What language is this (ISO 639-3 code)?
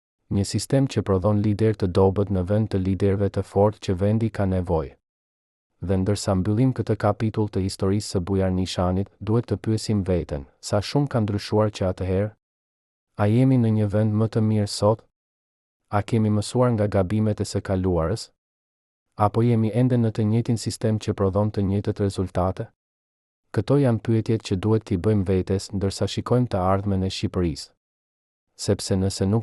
sqi